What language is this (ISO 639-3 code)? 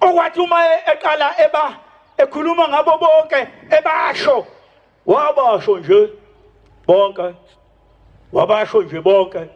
zul